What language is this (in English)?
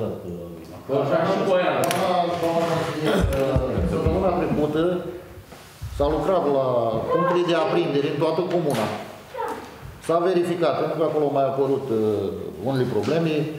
Romanian